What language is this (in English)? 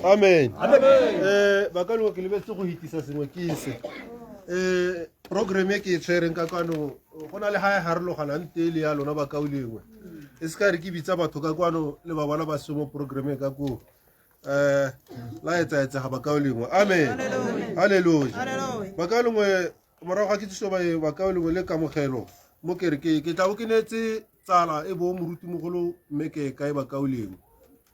Tswana